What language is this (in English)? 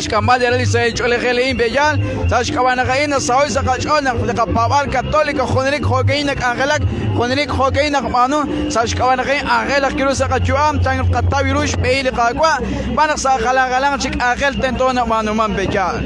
Kekchí